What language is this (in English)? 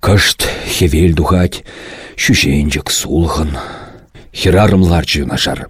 Chuvash